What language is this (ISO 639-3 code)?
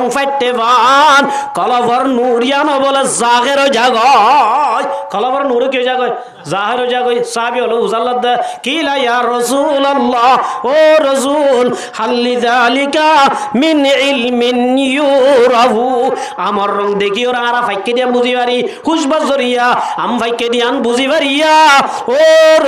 rhg